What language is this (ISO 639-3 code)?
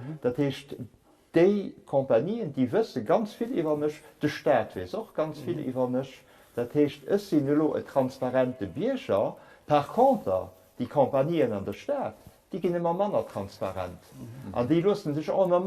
ltz